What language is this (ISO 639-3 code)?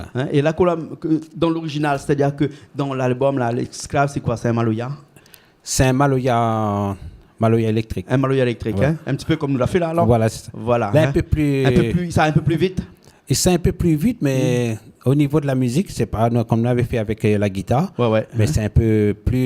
rcf